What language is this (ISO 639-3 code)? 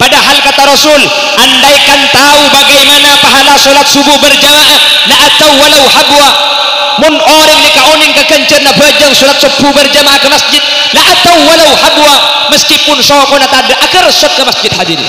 mad